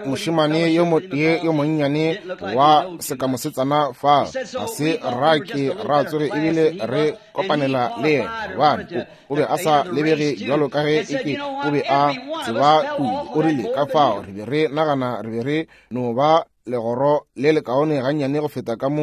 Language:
Northern Sotho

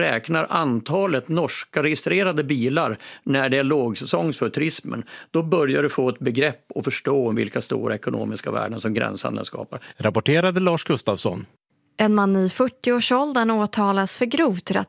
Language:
Swedish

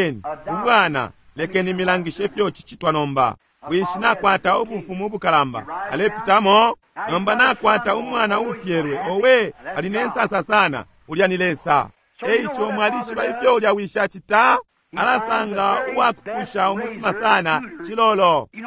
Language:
Bemba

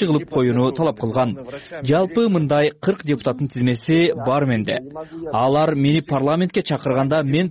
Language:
Kyrgyz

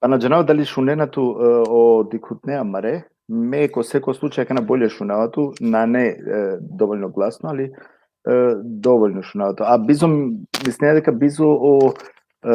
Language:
Balkan Romani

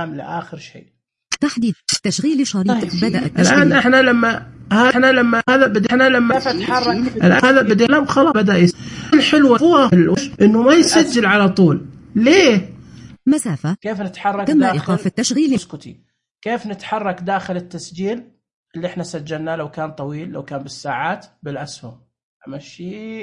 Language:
Najdi Arabic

